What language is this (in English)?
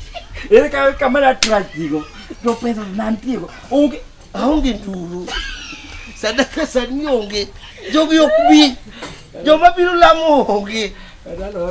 Luo (Kenya and Tanzania)